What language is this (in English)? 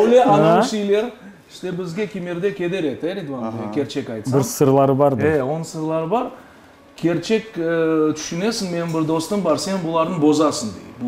Crimean Tatar